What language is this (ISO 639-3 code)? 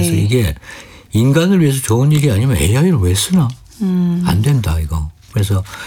kor